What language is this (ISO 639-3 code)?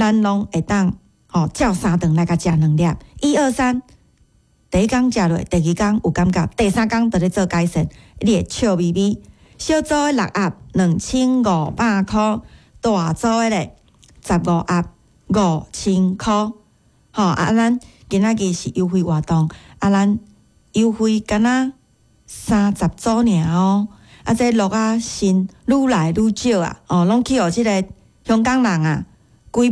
nan